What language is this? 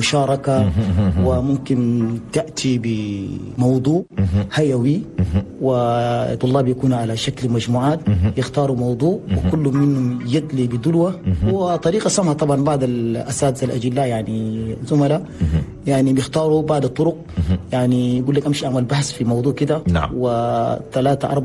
Chadian Arabic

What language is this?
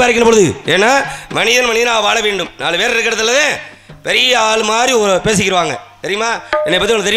Tamil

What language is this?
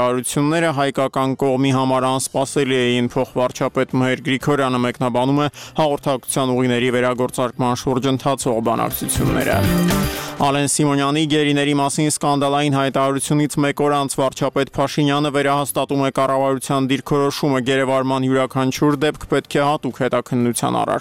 Armenian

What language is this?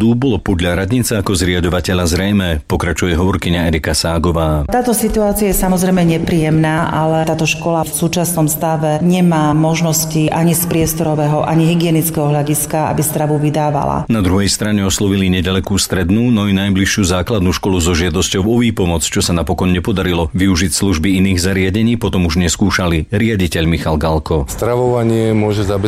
Slovak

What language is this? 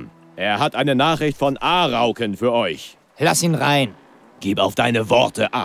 Bavarian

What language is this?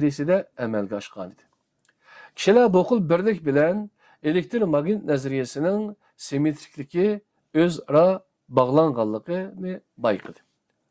Uyghur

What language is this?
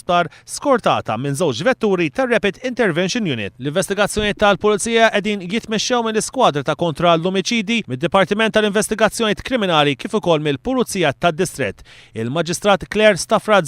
Maltese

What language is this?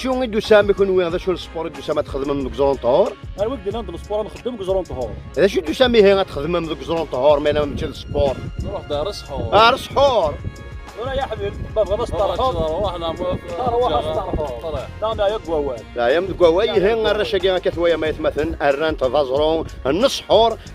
Kabyle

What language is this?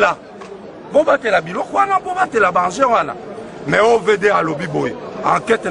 Lingala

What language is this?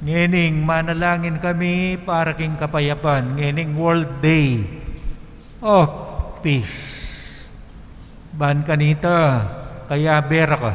Pampanga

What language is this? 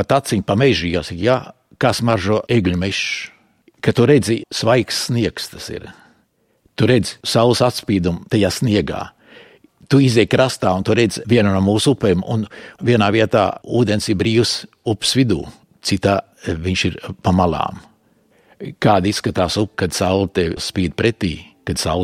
Latvian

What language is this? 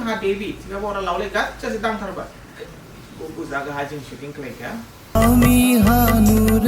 Dimasa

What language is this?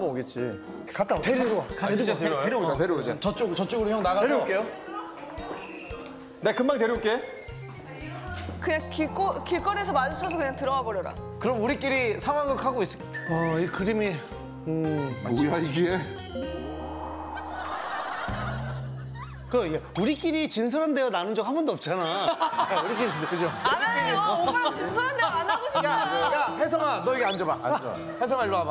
Korean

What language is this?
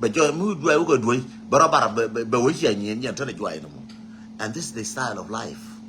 Nuer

